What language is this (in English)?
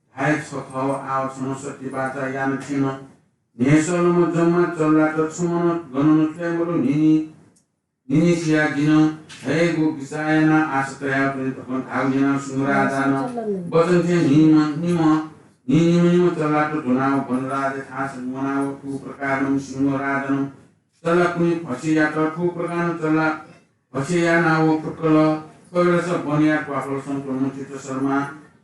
Newari